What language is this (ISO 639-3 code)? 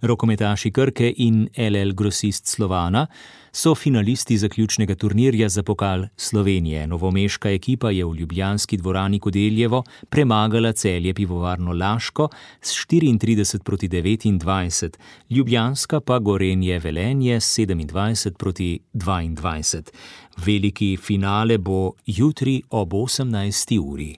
slv